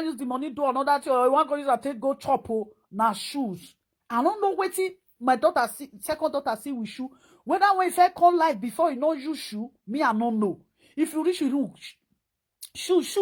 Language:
Nigerian Pidgin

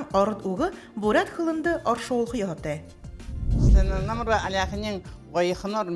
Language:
Buriat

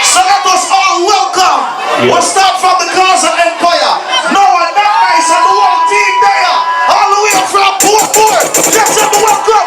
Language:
Jamaican Creole English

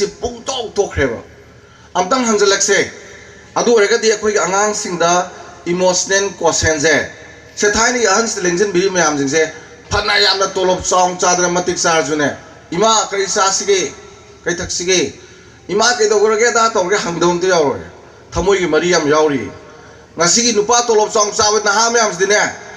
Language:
Manipuri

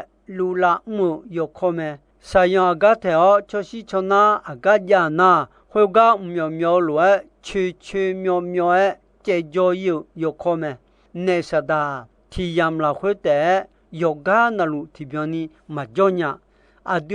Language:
Akha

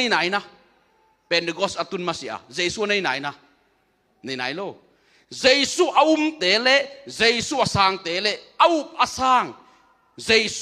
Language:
Tedim Chin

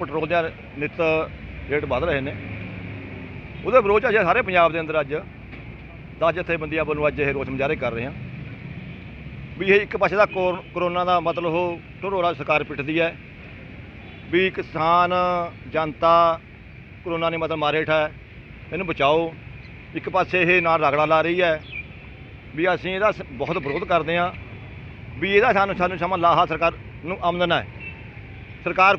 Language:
Punjabi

